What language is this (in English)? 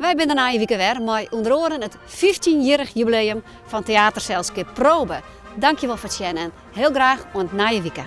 Western Frisian